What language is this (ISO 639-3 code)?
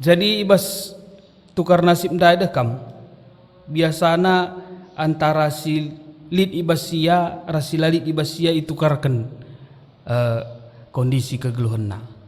btx